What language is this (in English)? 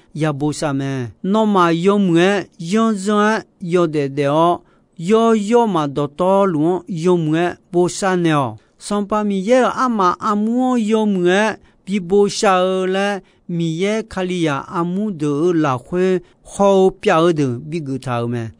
Akha